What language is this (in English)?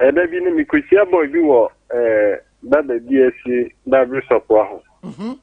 Akan